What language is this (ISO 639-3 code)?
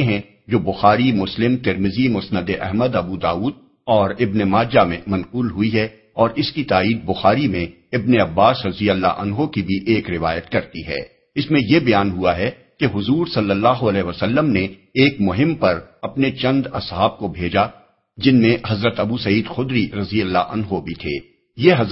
urd